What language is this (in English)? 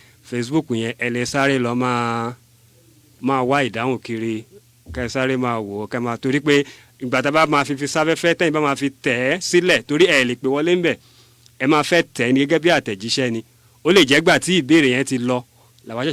Yoruba